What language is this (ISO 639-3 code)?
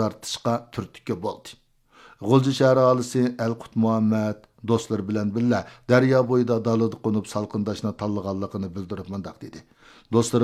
uig